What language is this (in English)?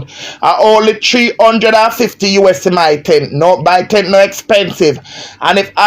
Jamaican Creole English